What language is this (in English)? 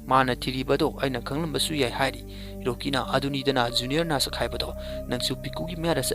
Manipuri